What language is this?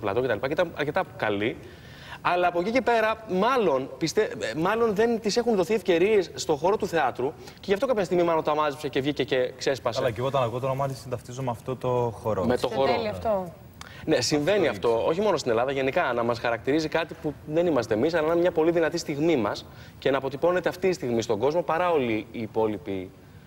Greek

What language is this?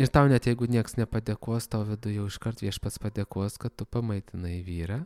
Lithuanian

